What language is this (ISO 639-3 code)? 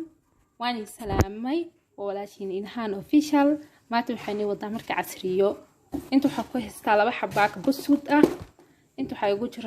som